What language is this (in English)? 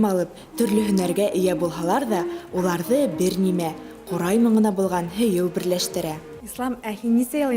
Bashkir